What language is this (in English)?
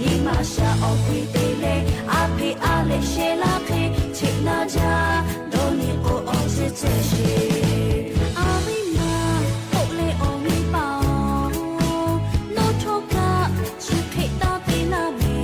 Lahu